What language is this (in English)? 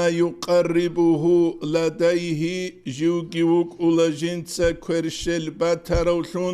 Avaric